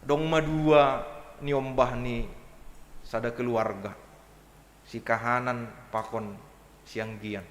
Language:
Batak Simalungun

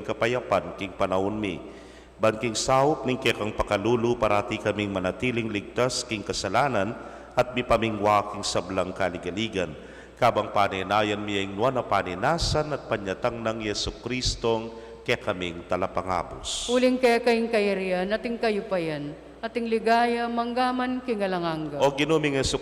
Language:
Pampanga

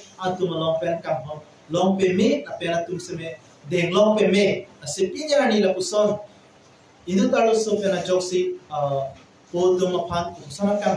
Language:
Karbi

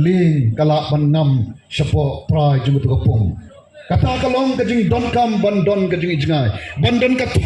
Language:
Khasi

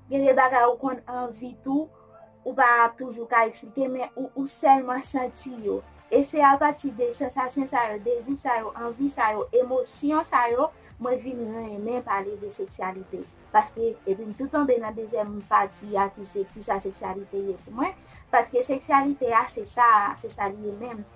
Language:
Haitian Creole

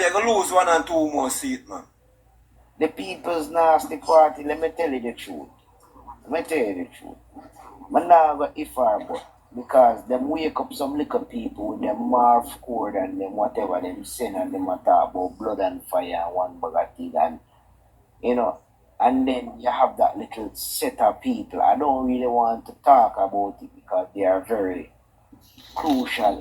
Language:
Jamaican Creole English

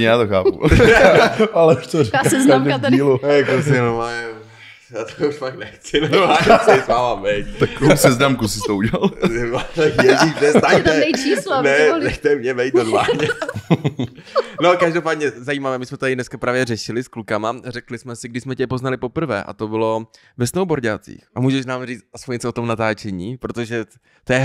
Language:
Czech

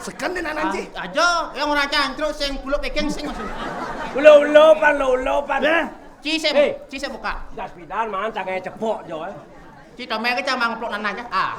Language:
Balinese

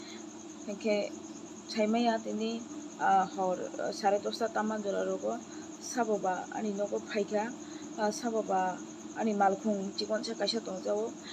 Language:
Kok Borok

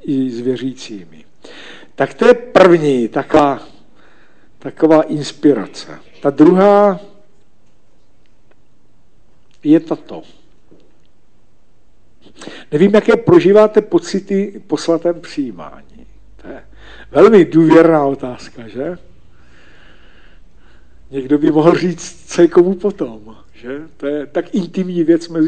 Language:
Czech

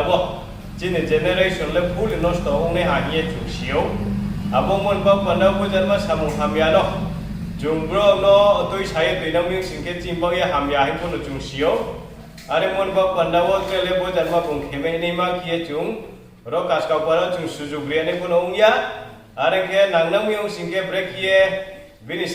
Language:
Riang (India)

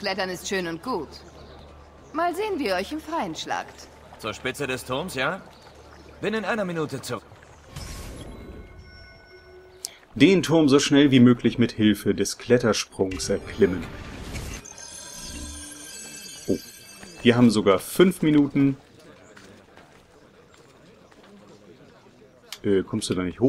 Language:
German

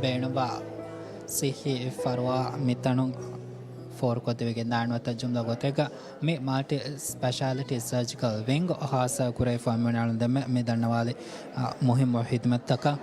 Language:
Divehi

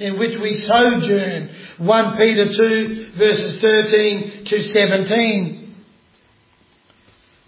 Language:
English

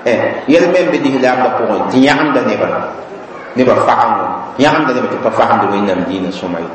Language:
Mossi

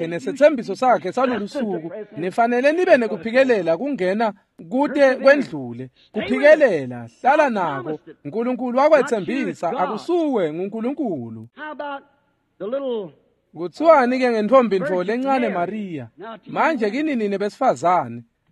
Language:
Swati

